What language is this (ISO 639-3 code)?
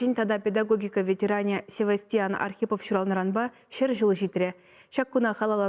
chv